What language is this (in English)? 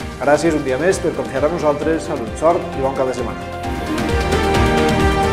Catalan